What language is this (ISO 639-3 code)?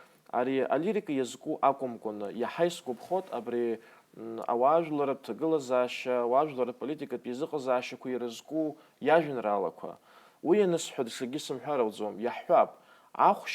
abk